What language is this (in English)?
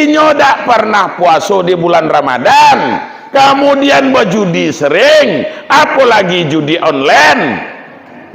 Minangkabau